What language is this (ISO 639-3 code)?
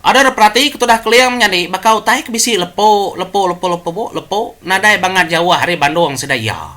iba